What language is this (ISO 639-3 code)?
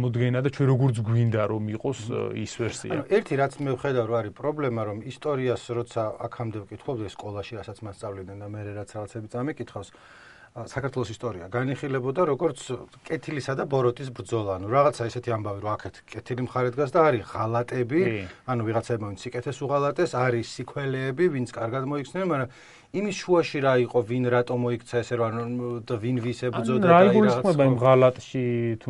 kat